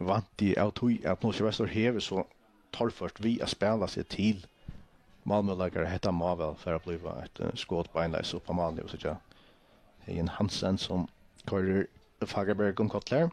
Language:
Faroese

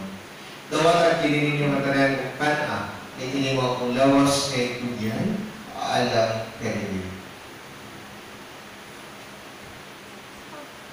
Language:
Cebuano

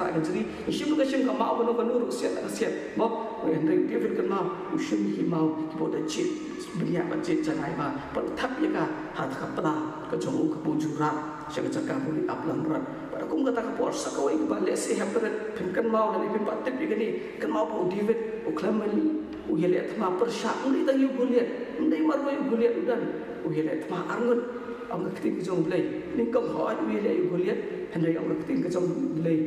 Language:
Khasi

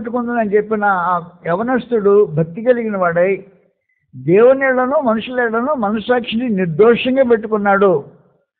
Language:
Telugu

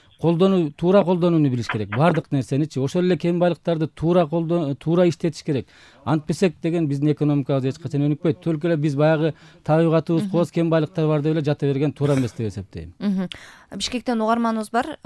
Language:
Kyrgyz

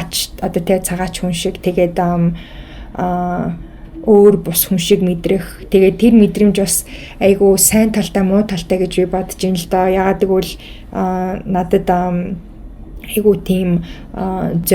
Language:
Mongolian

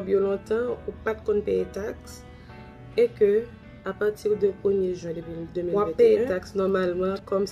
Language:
Haitian Creole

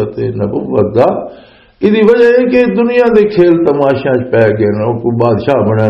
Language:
Western Panjabi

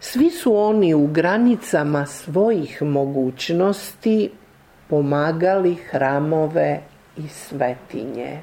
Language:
Serbian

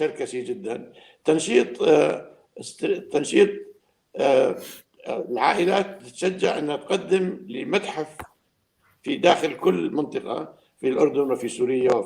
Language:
North Levantine Arabic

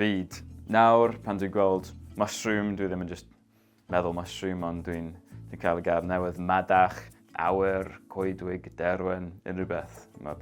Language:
Welsh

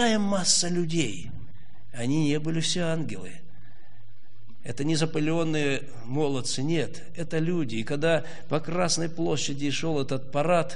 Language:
Russian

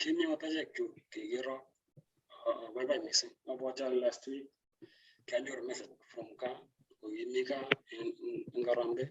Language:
Kalenjin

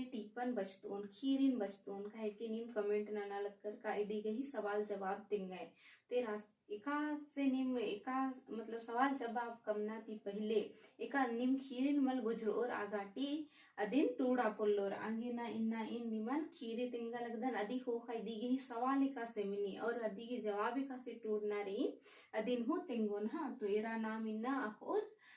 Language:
Kurukh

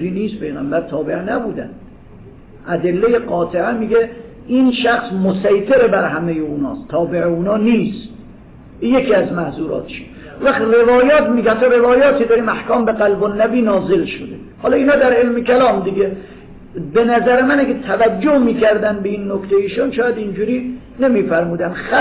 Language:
Persian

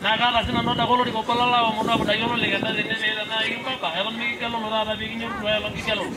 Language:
Masai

